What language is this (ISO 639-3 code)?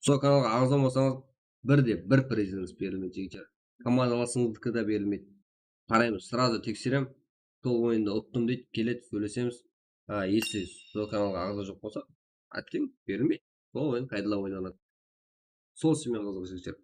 kaa